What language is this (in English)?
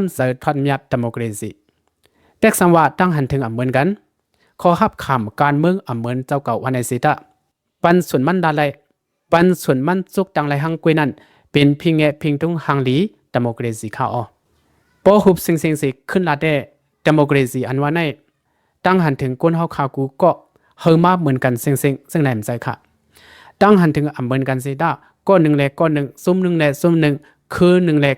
Shan